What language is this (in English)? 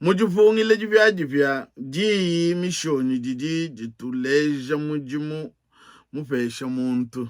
Luba-Lulua